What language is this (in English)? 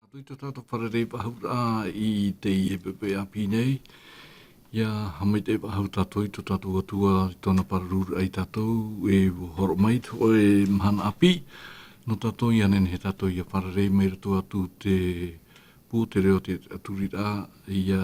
Tahitian